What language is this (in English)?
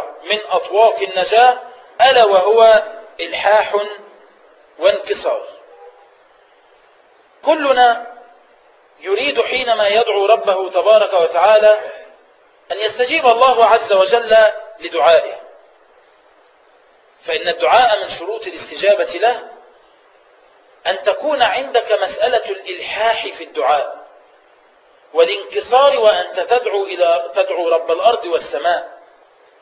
Arabic